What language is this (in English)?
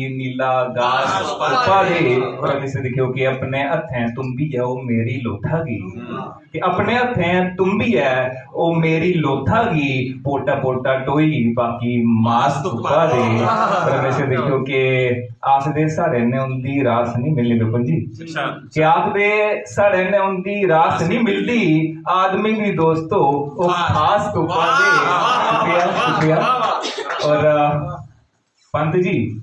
Dogri